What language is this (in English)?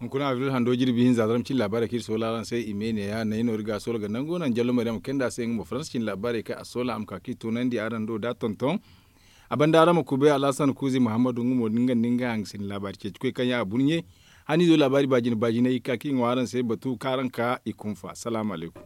Zarma